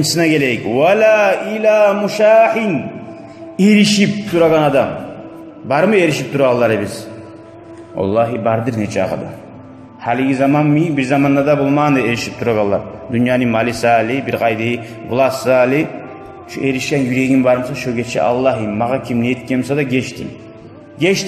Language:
Kumyk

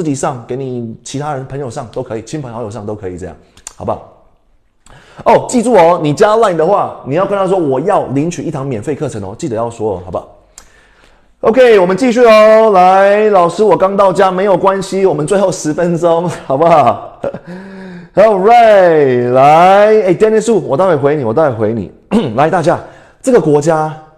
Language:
Chinese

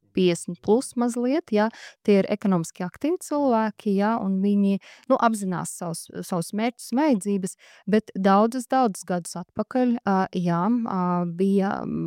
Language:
Latvian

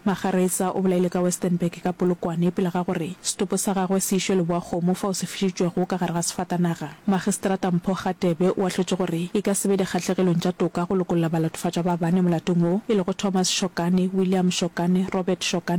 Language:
Northern Sotho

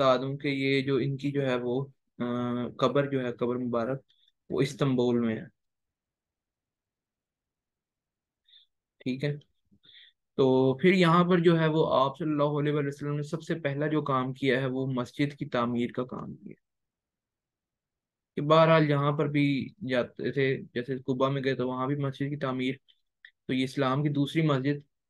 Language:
Urdu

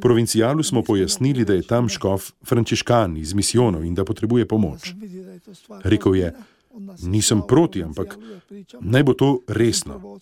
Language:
Slovenian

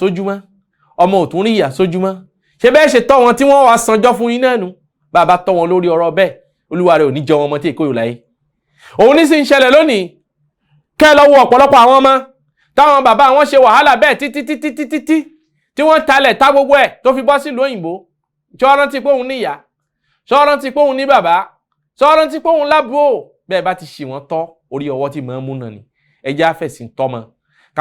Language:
Yoruba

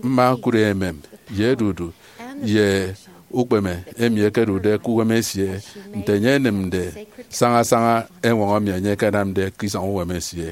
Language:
Efik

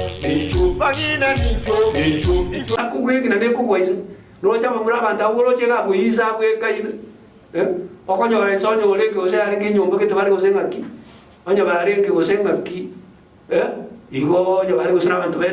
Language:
Gusii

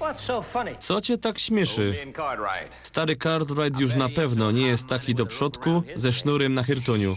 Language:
Silesian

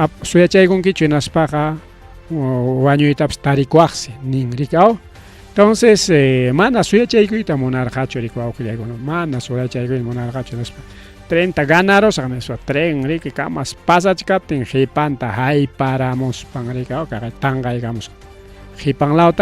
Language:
Ayacucho Quechua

